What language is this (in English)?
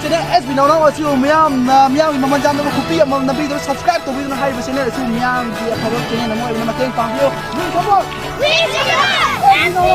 Manipuri